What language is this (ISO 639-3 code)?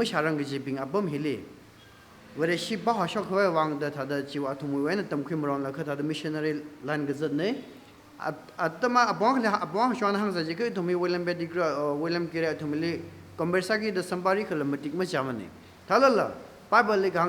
nmf